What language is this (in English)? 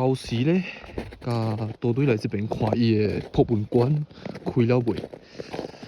Min Nan Chinese